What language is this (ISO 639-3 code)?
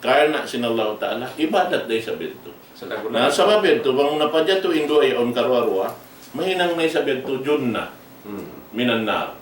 tsg